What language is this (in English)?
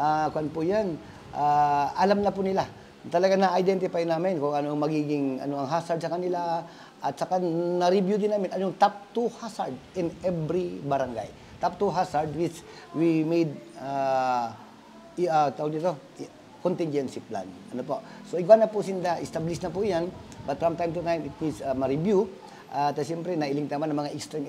Bikol